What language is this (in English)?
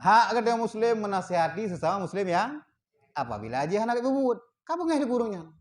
Achinese